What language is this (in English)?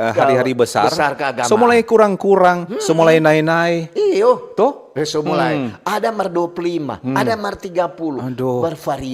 Manado Malay